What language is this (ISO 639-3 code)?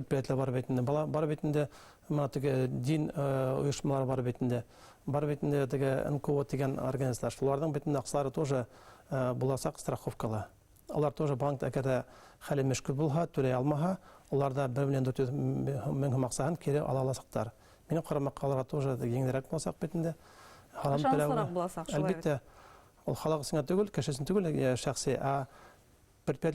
bak